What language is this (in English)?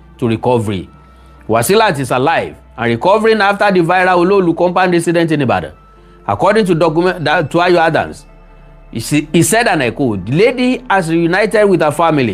Yoruba